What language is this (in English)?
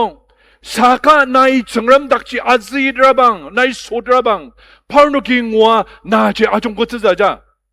Ao Naga